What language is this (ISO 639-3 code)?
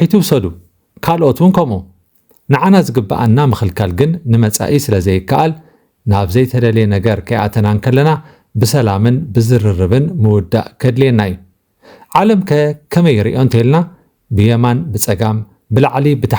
tir